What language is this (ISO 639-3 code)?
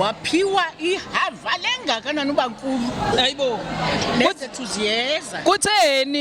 zul